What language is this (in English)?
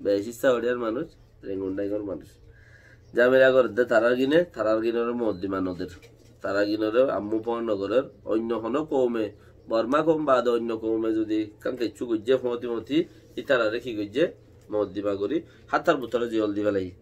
Rohingya